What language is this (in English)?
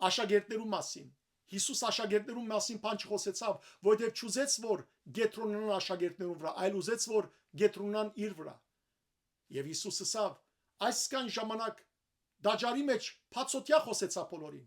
Western Armenian